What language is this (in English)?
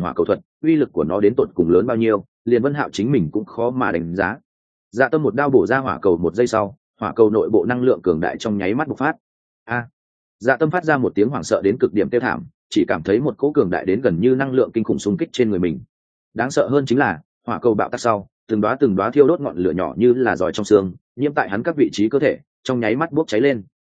Vietnamese